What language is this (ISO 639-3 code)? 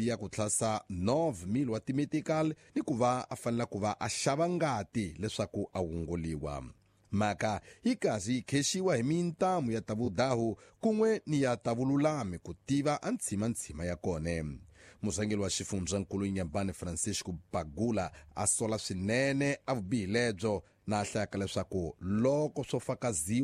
tso